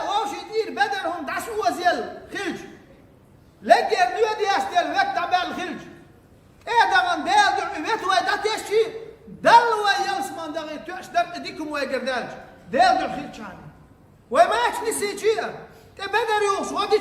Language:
Chechen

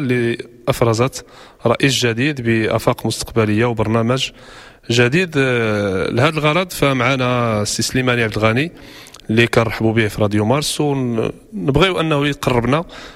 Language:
Moroccan Arabic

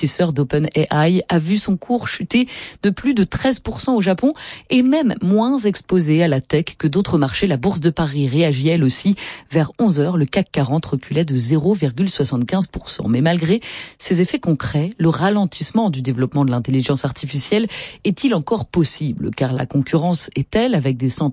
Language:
French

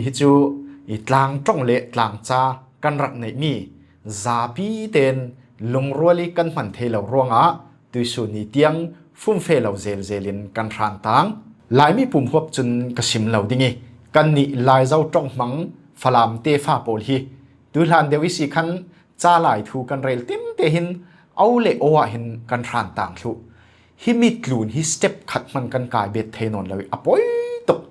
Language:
Falam Chin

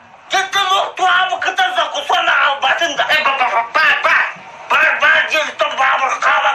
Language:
Yakut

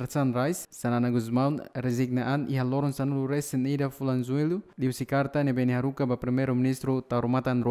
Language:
Tetum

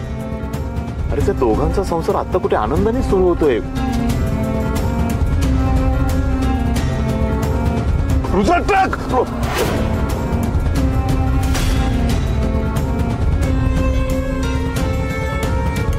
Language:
Marathi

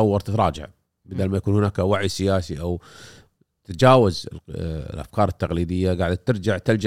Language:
Gulf Arabic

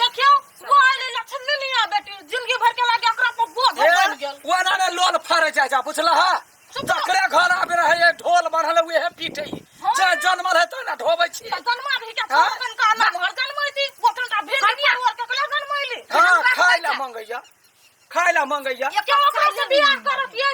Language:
Maithili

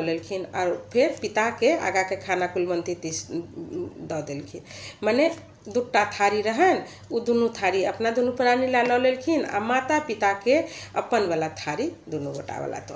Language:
Maithili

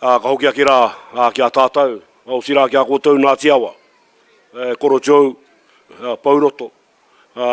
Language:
Māori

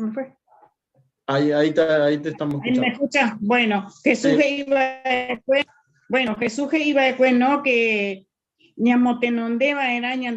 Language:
Guarani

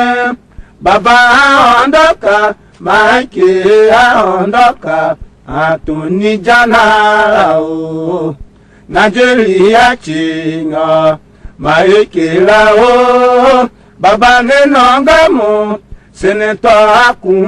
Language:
Tiv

